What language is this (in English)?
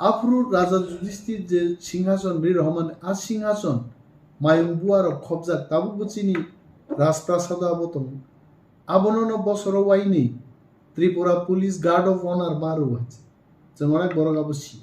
Kok Borok